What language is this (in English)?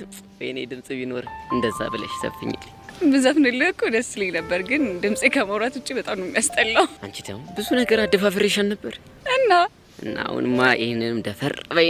Amharic